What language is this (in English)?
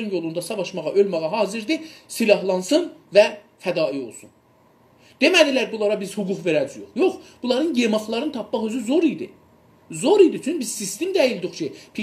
South Azerbaijani